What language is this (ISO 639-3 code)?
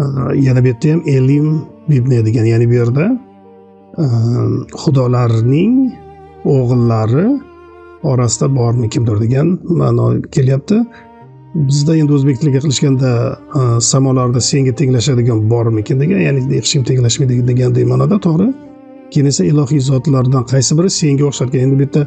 uzb